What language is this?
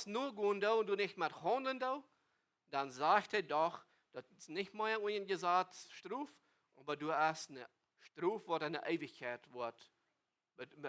Plautdietsch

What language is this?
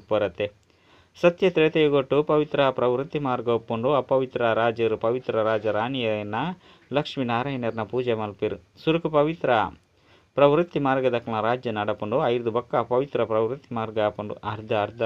Tulu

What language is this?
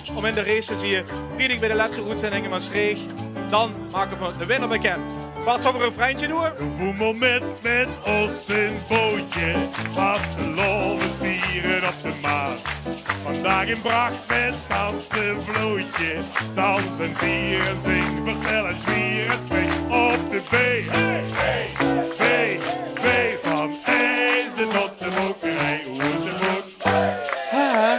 Limburgish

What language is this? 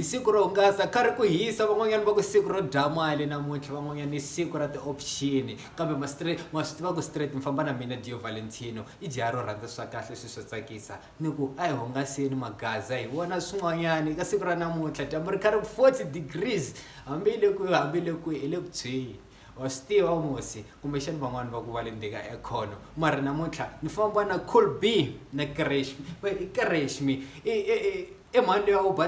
Tsonga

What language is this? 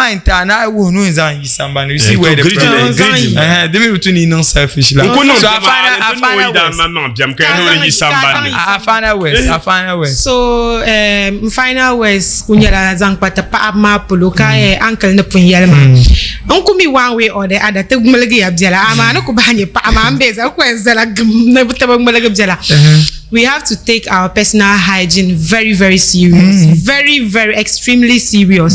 Dagbani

